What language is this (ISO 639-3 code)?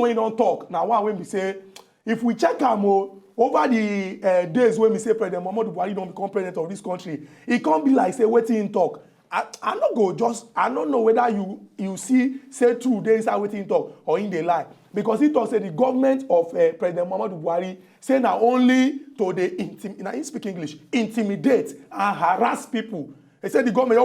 pcm